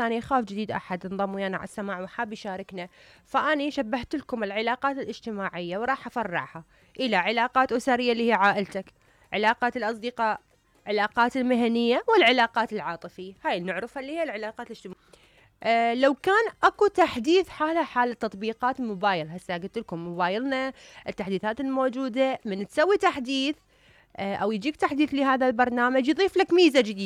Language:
Mesopotamian Arabic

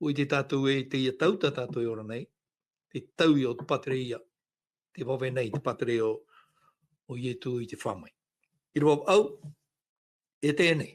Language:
Tahitian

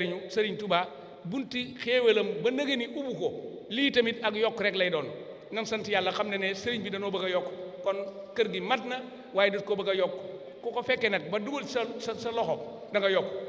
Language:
Wolof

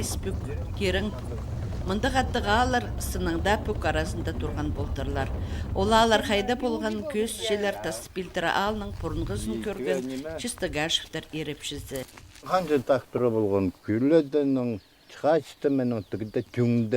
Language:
Khakas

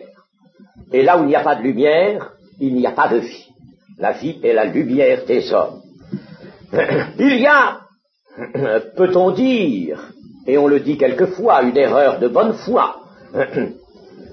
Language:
French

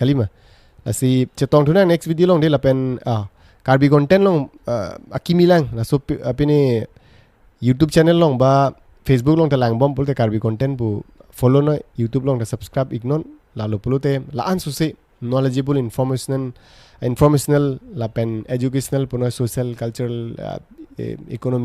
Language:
Karbi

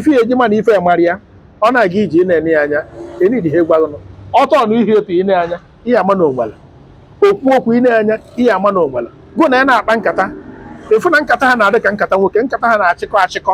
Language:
Igbo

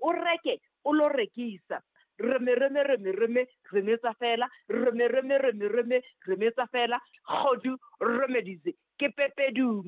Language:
Southern Sotho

